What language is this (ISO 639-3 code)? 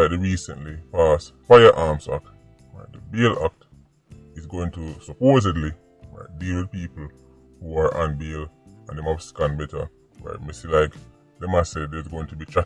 jam